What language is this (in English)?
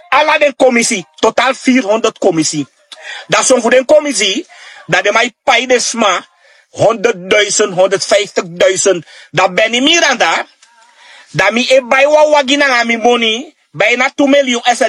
Sranan Tongo